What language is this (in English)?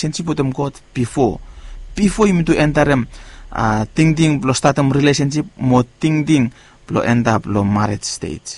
Bislama